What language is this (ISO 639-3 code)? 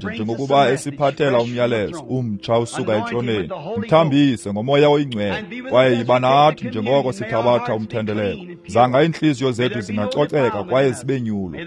xho